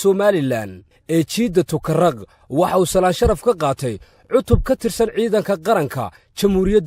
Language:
Somali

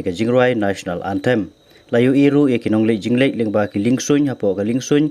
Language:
Khasi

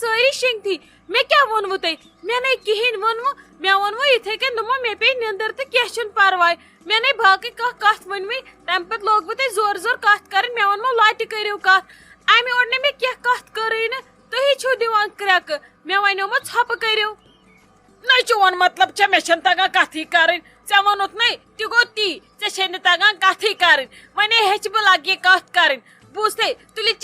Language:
Kashmiri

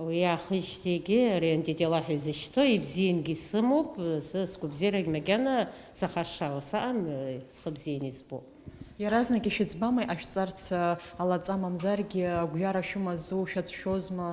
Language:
Abkhazian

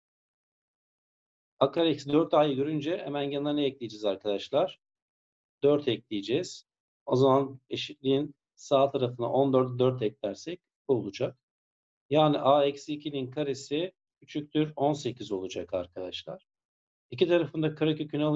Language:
Turkish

